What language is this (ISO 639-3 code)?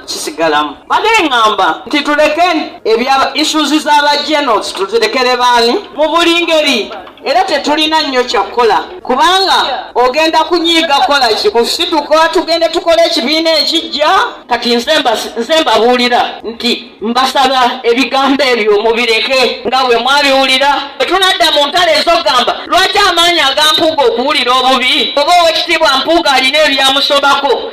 lug